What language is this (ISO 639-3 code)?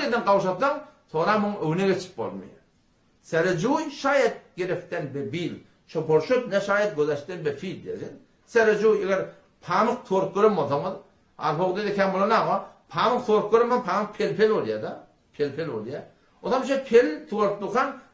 tuk